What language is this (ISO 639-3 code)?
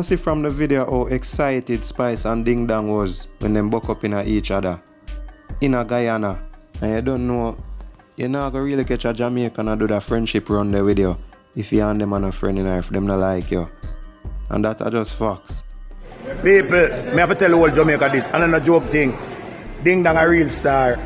jam